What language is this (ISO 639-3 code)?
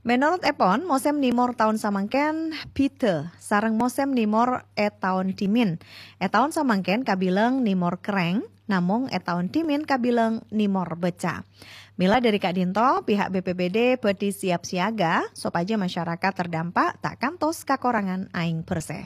mad